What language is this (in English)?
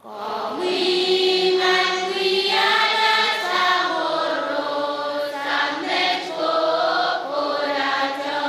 Pohnpeian